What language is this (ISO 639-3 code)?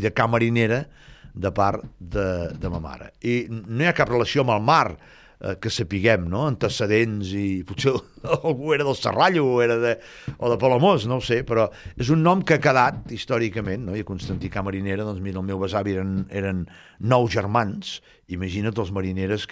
cat